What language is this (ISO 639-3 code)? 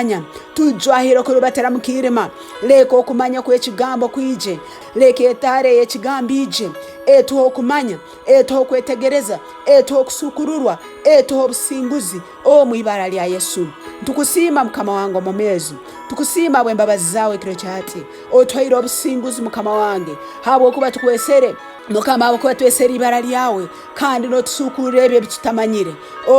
ttj